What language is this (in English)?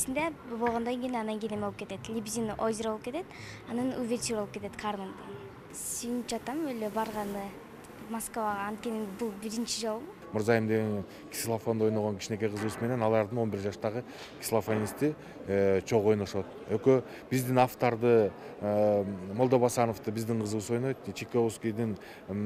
Kyrgyz